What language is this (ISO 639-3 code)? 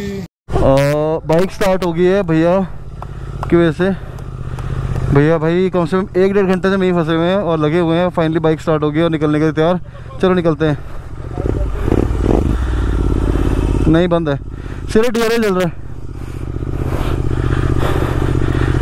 hin